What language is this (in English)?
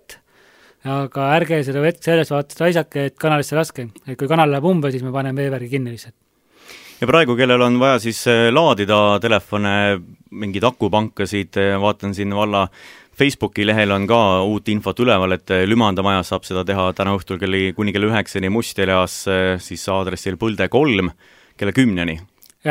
Estonian